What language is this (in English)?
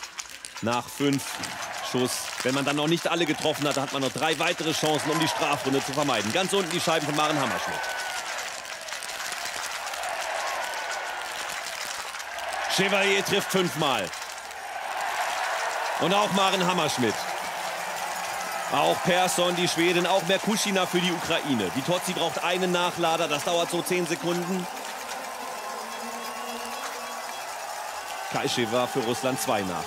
German